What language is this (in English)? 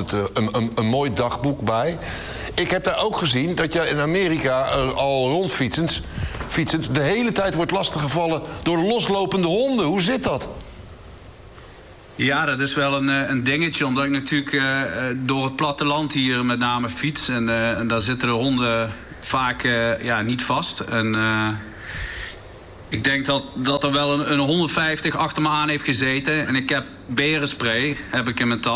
Dutch